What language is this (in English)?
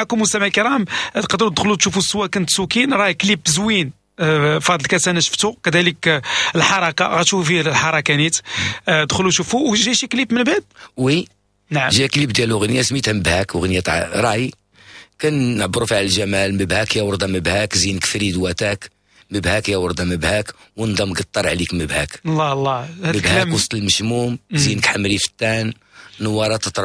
Moroccan Arabic